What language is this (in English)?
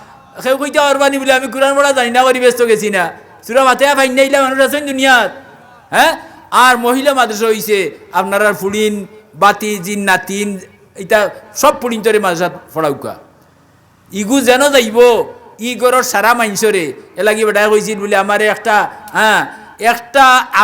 Sylheti